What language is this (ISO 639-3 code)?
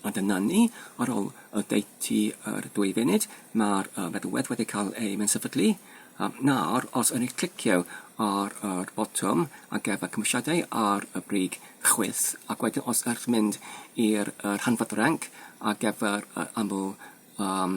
cym